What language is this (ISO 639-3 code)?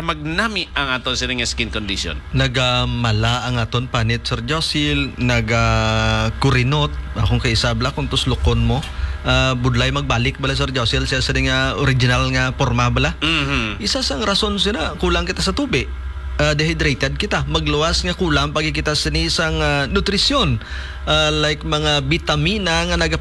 hil